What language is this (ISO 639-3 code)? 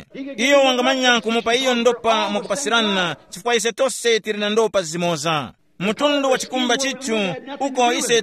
tum